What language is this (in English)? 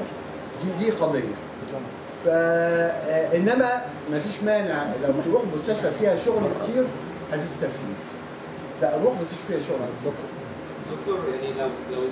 Egyptian Arabic